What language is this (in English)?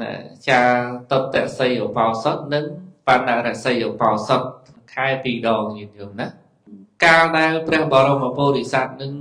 Khmer